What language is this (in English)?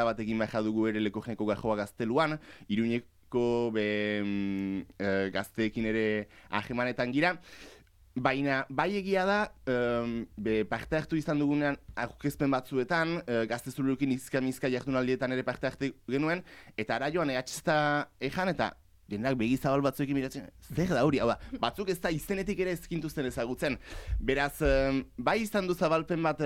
Basque